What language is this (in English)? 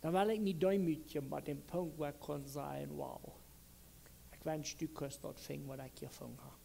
Plautdietsch